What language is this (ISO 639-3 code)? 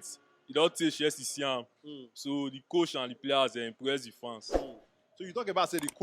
pcm